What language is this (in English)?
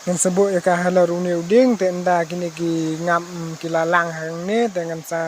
Khasi